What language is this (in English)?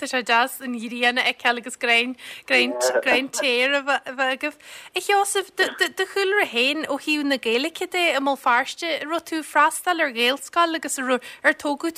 Irish